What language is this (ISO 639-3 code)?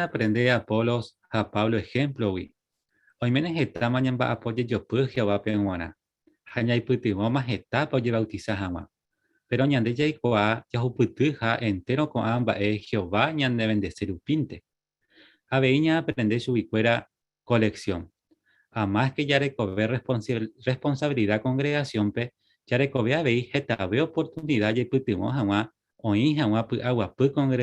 grn